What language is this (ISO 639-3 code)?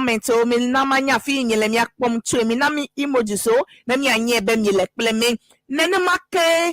ewe